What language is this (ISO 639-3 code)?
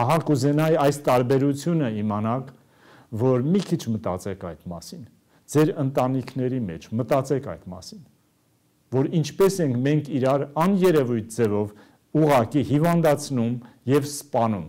hye